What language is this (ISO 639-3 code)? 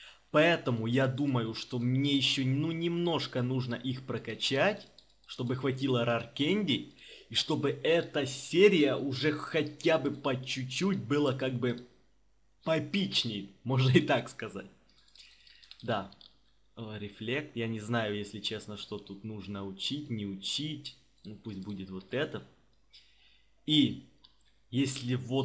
rus